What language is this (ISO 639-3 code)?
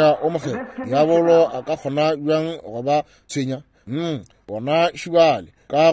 nso